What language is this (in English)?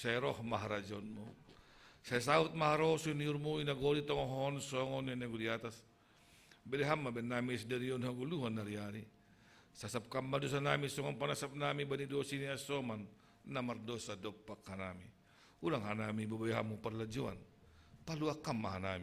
Batak Simalungun